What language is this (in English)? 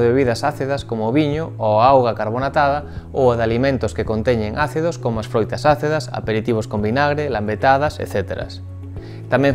Galician